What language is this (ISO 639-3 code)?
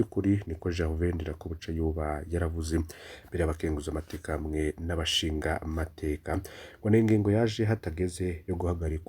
run